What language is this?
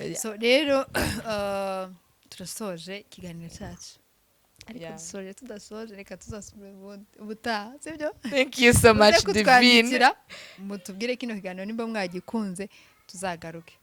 Kinyarwanda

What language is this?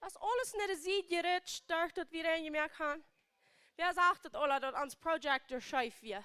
Plautdietsch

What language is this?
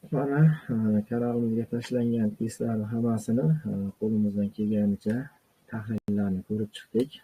Uzbek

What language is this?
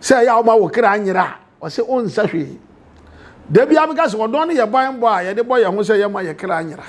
Akan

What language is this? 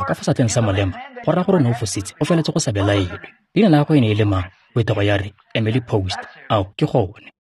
Tswana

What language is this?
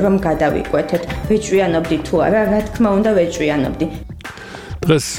Georgian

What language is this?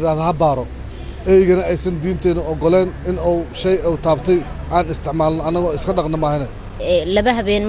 Somali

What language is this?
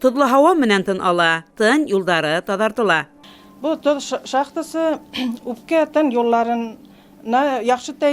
Bashkir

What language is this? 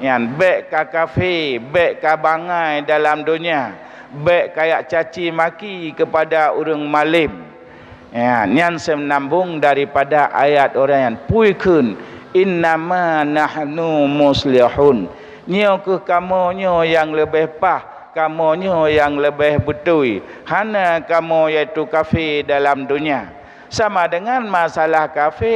Achinese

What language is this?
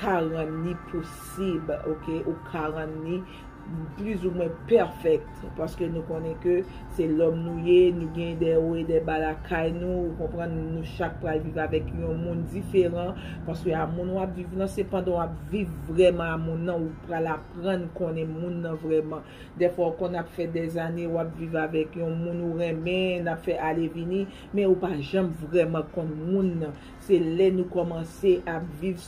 Haitian Creole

